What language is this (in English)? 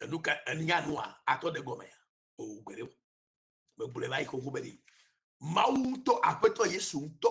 Ewe